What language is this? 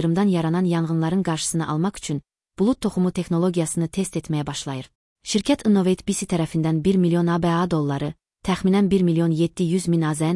Azerbaijani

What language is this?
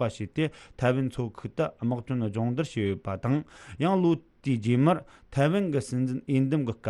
Tibetan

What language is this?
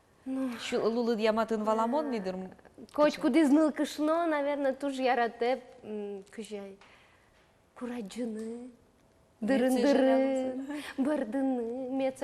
Udmurt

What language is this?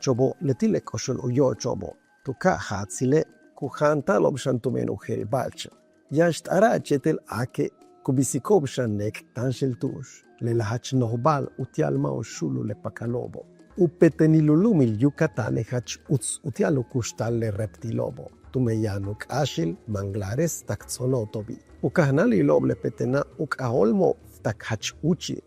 Yucateco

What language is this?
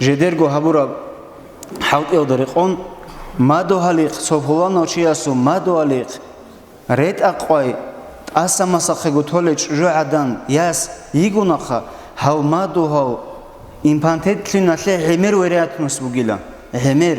Avaric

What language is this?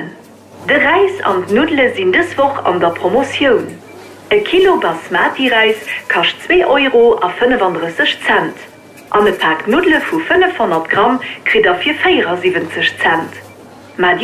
Luxembourgish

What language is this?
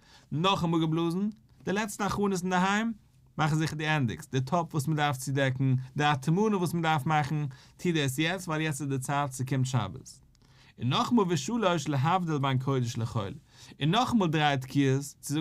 Yiddish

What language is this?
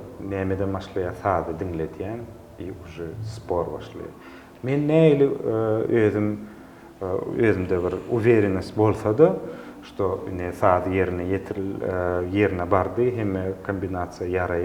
Turkmen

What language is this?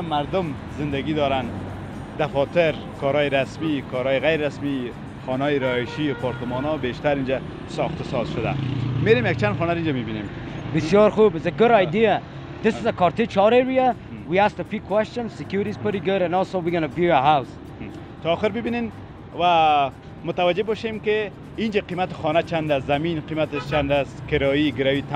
Persian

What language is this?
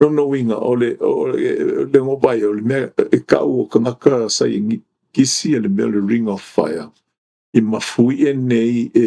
Samoan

